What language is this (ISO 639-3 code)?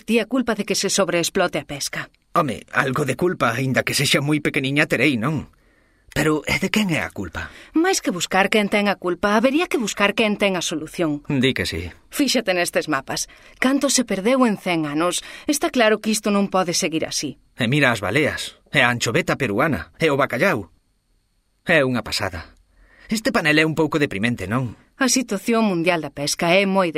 glg